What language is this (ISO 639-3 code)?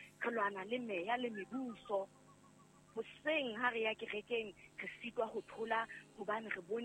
sot